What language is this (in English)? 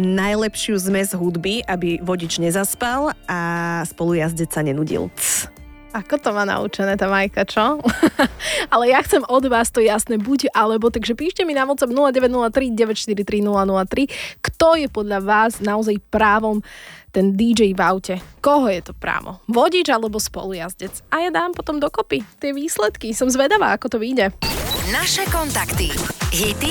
Slovak